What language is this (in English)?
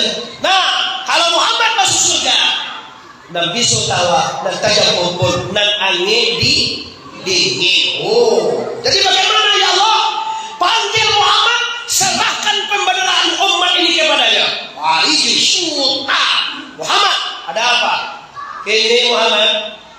Minangkabau